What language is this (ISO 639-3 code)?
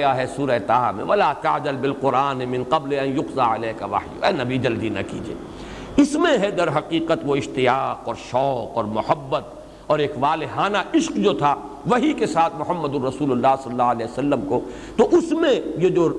urd